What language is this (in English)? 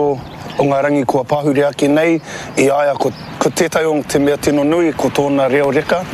Māori